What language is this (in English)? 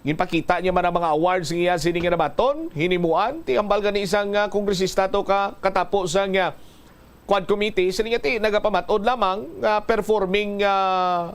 Hiligaynon